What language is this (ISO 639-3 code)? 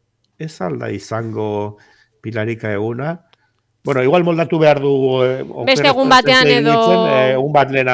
eus